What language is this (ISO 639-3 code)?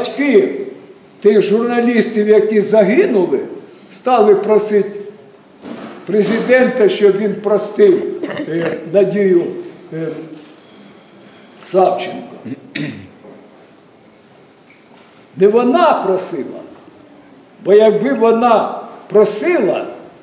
ukr